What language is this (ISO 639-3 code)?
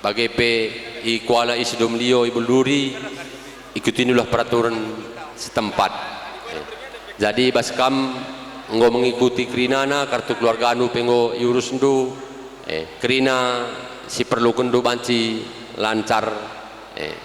btx